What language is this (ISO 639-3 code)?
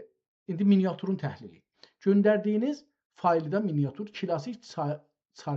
azb